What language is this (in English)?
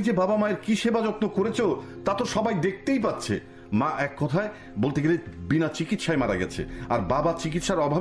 Bangla